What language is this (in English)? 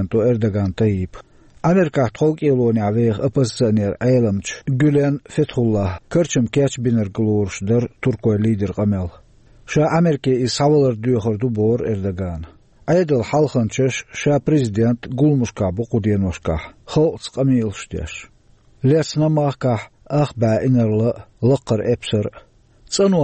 Chechen